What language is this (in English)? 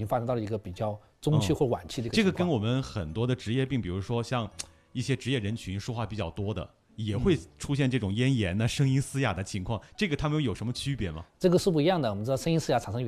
Chinese